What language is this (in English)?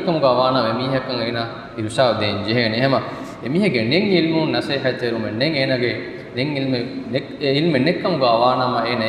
Divehi